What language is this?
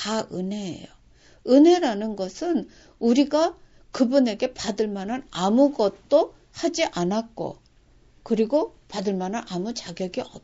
Korean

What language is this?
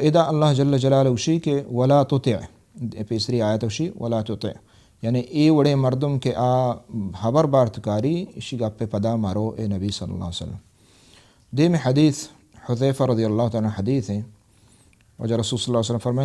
Baluchi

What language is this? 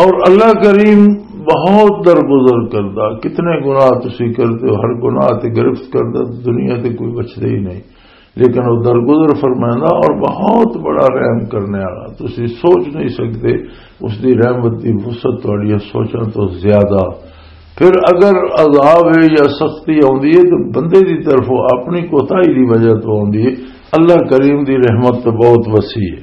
Western Panjabi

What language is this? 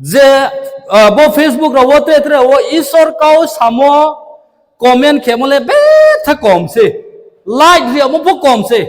Riang (India)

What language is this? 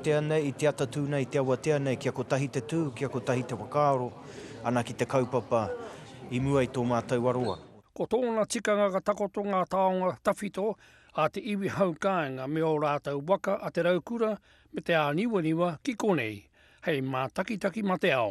Māori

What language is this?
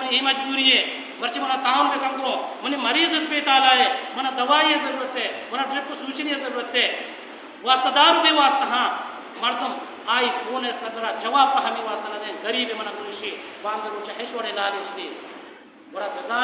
Baluchi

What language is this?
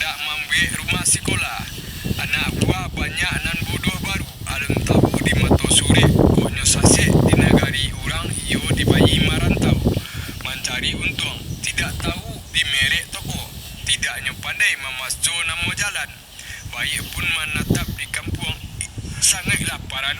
Minangkabau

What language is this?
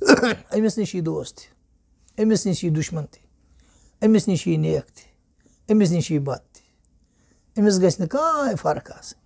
Kashmiri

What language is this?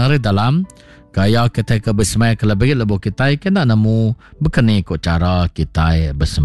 Iban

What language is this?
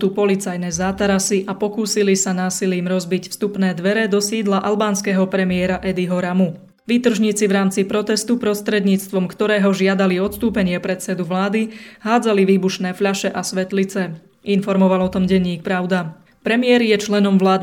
Slovak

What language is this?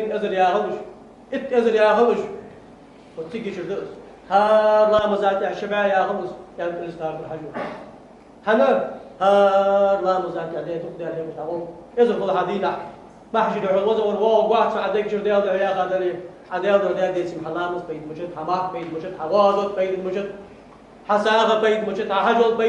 Ingush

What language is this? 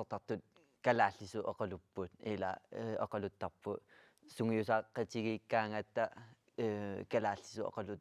Kalaallisut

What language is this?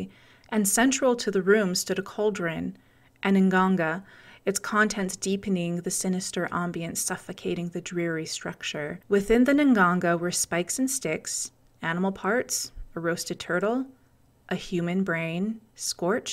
English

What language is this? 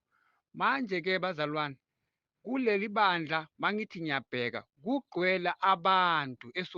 Zulu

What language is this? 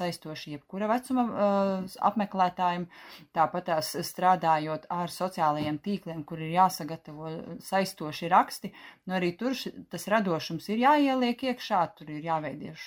Latvian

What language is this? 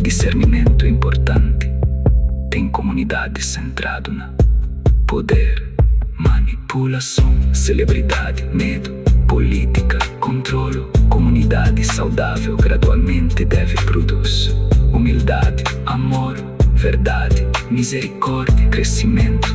Kabuverdianu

